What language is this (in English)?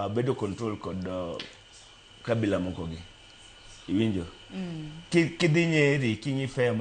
Luo (Kenya and Tanzania)